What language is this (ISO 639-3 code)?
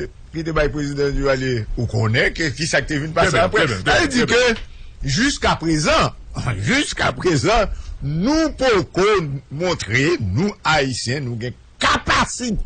hat